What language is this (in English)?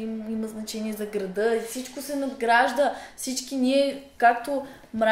Bulgarian